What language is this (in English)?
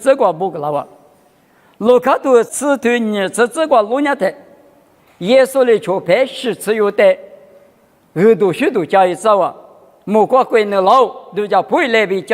Lisu